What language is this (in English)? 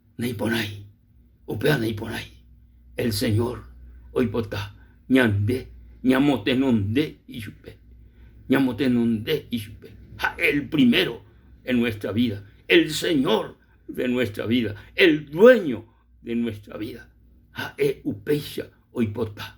Guarani